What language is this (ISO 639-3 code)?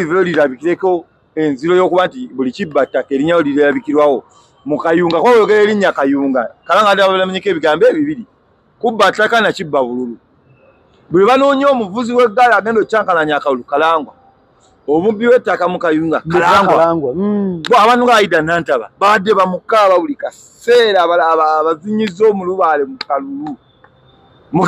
lug